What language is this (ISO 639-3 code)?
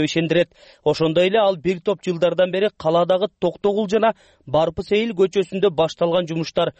kir